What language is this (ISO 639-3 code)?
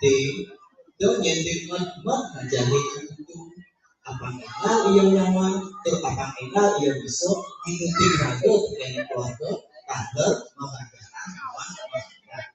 ban